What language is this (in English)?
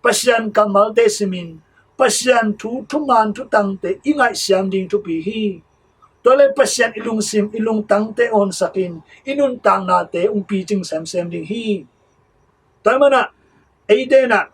Tedim Chin